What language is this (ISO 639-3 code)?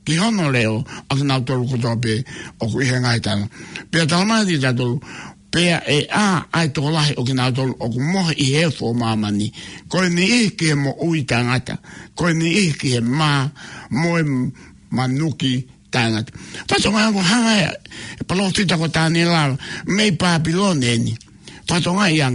ton